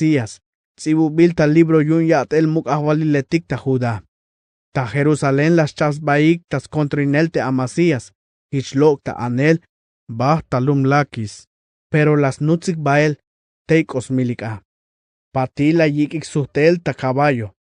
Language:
Tzeltal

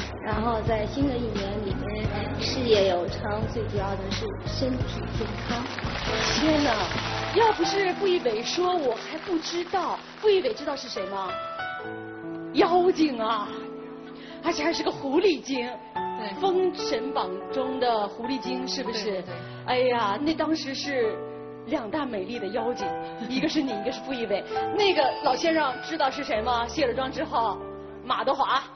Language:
Chinese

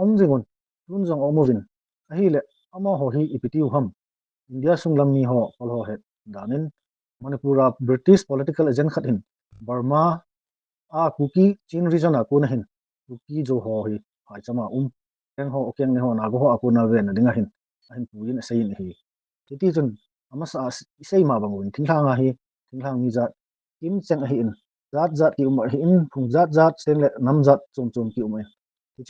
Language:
Thado Chin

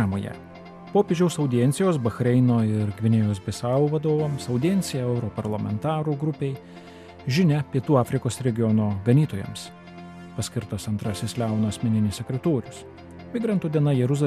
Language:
Lithuanian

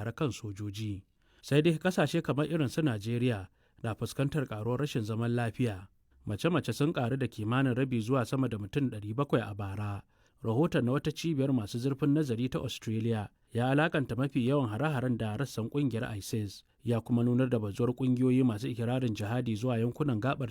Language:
Hausa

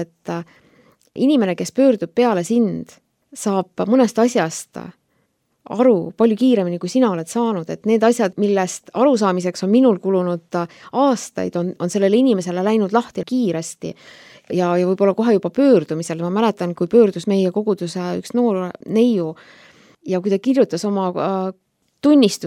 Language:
Estonian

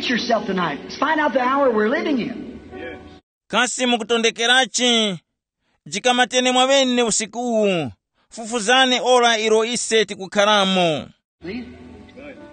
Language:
Tumbuka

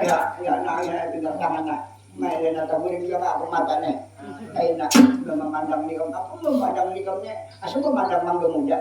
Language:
Banjar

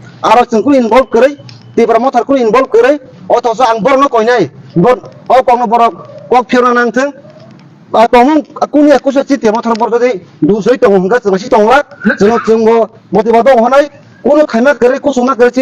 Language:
Kok Borok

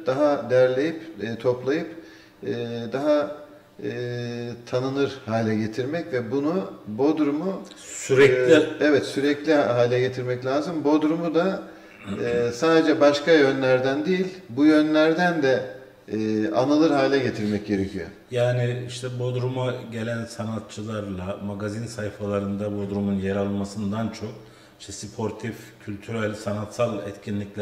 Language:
Turkish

